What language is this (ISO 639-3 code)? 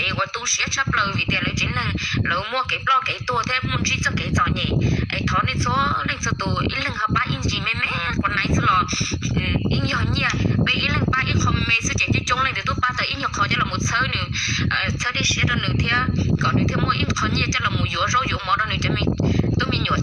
hmn